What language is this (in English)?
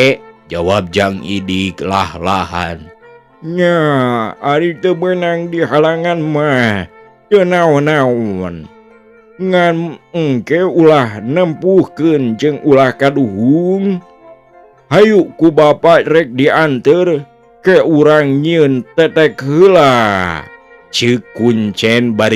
Sundanese